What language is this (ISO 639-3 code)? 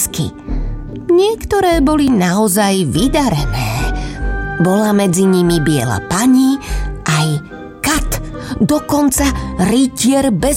slk